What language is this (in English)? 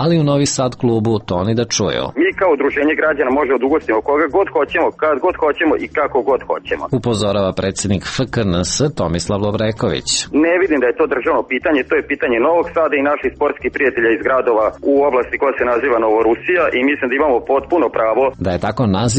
Serbian